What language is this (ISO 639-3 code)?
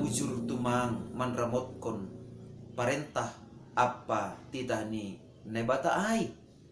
bts